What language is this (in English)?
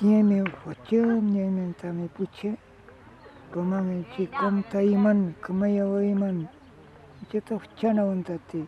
Mapuche